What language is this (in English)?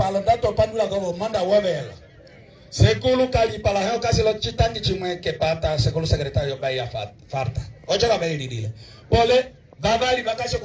Umbundu